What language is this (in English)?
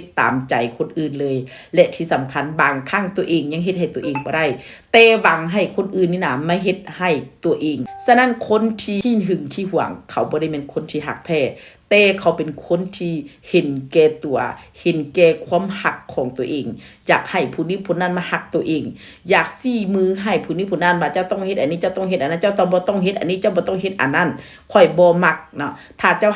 Northeastern Thai